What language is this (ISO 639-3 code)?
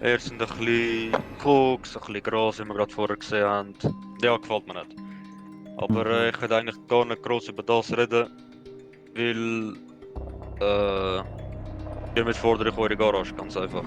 gsw